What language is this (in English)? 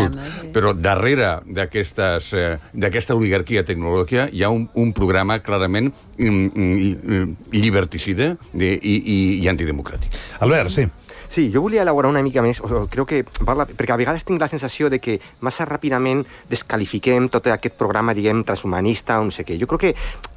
Catalan